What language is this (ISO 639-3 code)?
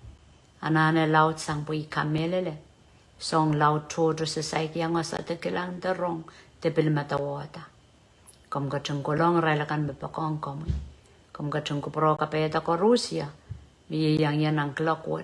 pon